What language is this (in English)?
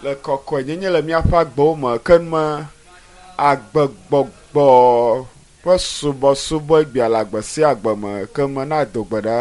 Ewe